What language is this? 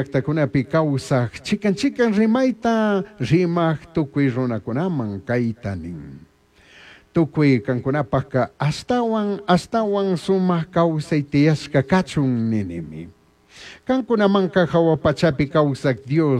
Chimborazo Highland Quichua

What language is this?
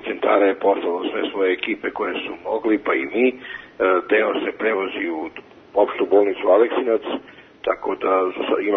Serbian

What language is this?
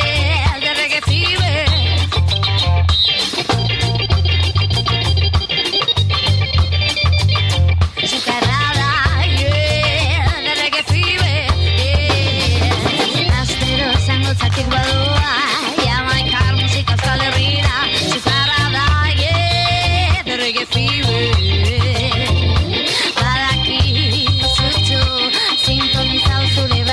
Basque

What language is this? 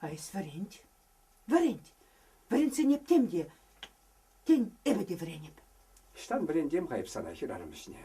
Chuvash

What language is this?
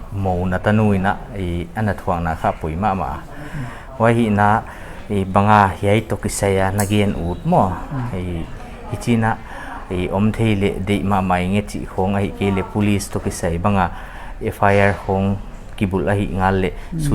Paite Chin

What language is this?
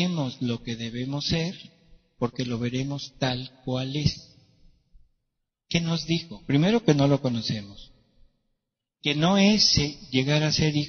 Spanish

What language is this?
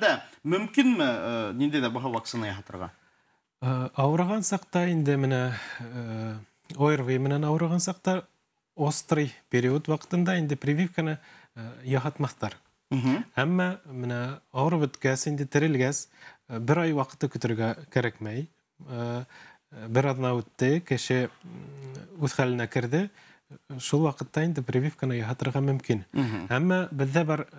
Bashkir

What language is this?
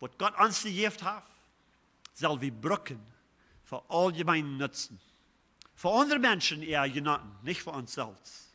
Plautdietsch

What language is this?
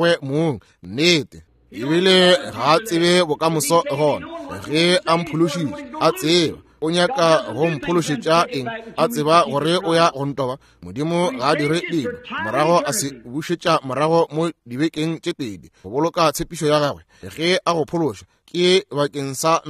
Northern Sotho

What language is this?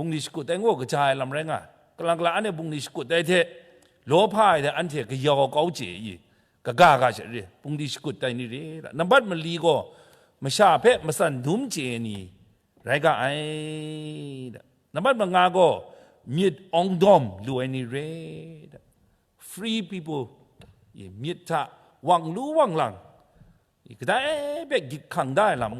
Kachin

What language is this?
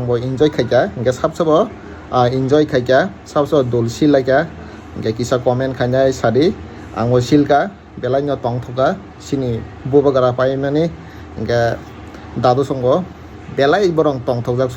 Kok Borok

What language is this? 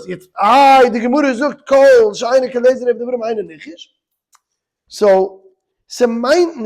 Yiddish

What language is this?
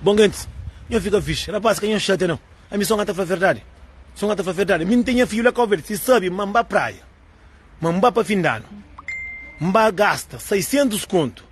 Kabuverdianu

